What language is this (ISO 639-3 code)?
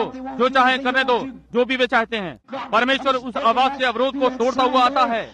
hin